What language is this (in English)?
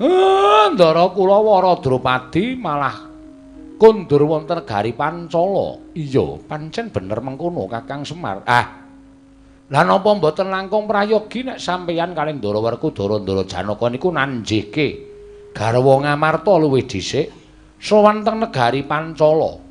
Javanese